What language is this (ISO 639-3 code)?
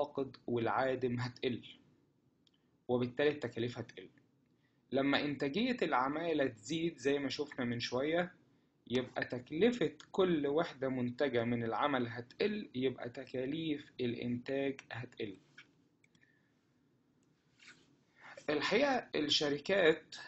arz